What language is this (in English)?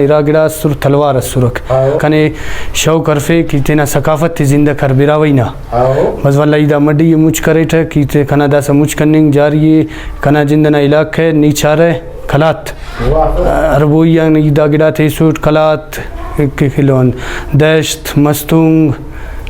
Brahui